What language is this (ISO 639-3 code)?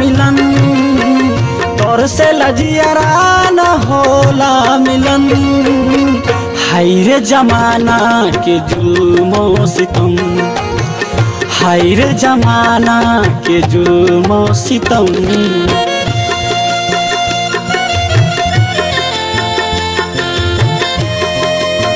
bho